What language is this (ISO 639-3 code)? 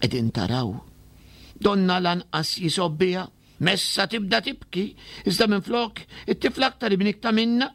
mlt